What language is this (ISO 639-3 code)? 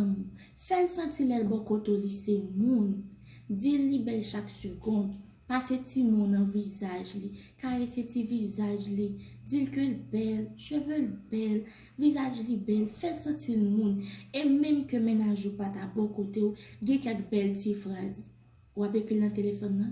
hat